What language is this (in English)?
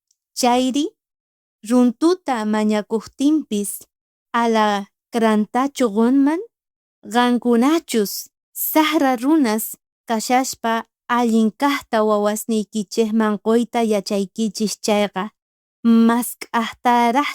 South Bolivian Quechua